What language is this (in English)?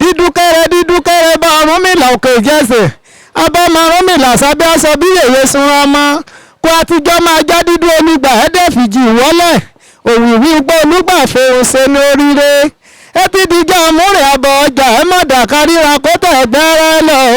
Yoruba